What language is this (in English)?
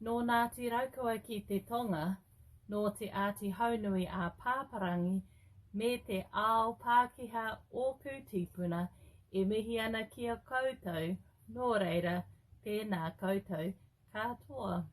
Māori